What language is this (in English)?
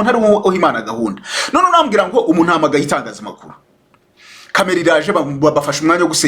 Kinyarwanda